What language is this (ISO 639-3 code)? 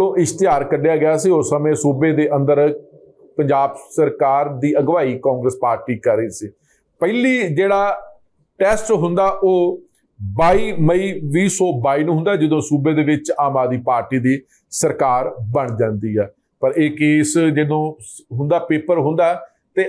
pan